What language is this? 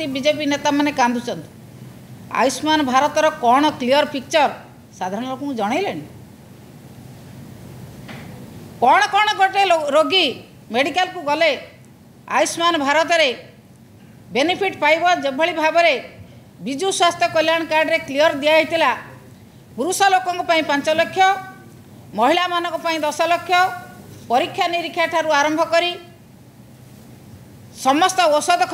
Odia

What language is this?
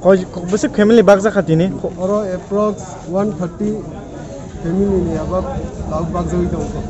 Kok Borok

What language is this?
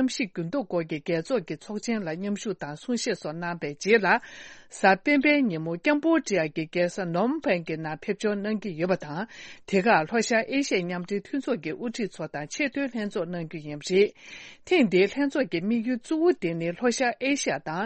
Tibetan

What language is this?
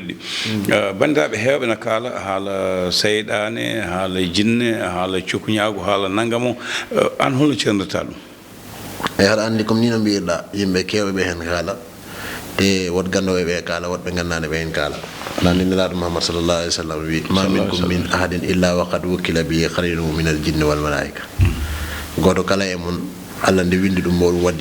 Fula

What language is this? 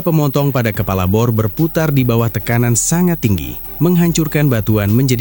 Indonesian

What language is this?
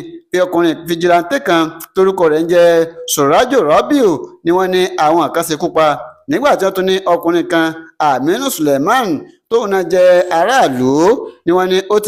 Yoruba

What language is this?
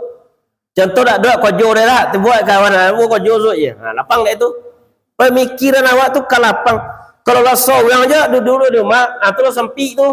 Minangkabau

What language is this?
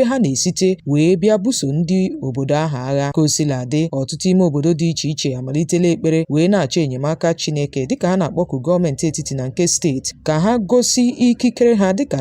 Igbo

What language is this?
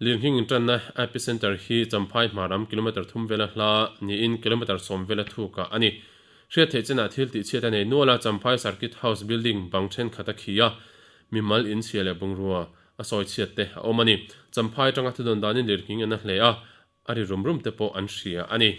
Mizo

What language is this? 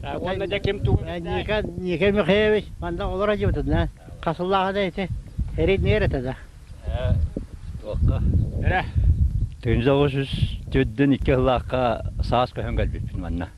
Yakut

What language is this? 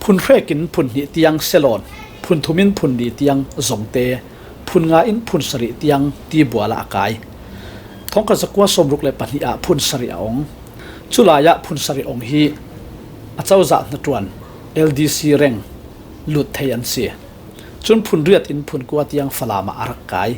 Falam Chin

